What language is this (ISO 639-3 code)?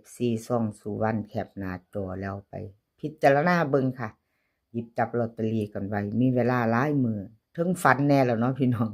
tts